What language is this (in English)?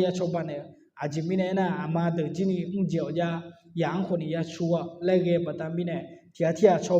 Akha